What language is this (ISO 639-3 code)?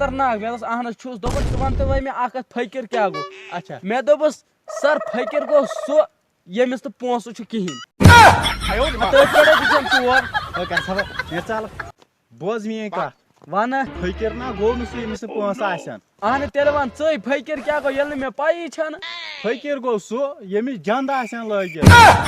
kas